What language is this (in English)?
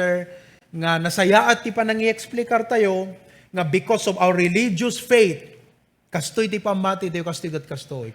Iloko